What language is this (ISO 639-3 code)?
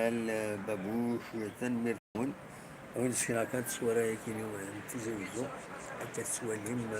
kab